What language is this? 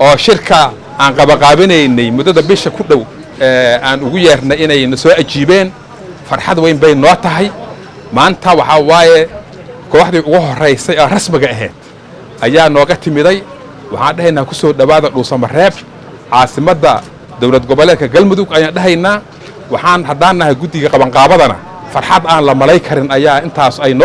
Somali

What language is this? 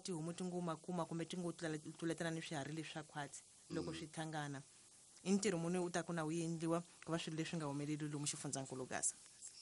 Tsonga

